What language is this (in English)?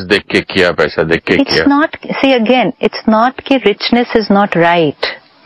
Hindi